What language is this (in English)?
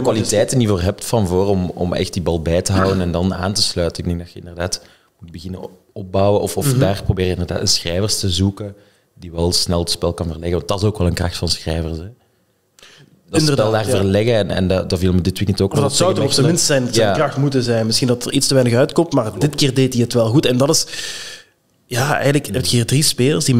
Dutch